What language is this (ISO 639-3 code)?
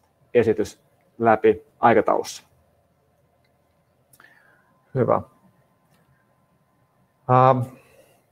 fin